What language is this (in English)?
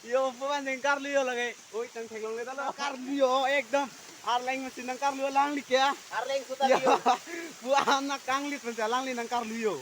Karbi